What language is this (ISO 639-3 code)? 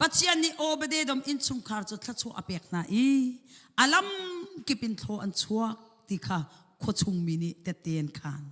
cnh